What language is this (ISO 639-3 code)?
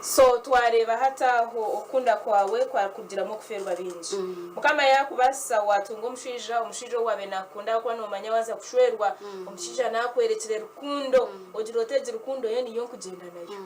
nyn